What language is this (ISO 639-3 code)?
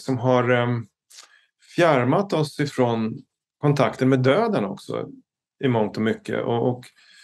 swe